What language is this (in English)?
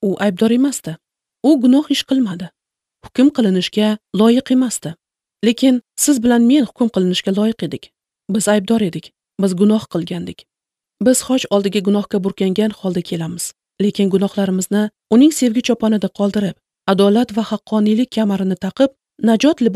Uzbek